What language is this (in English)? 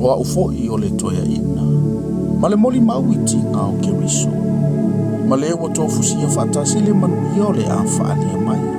Samoan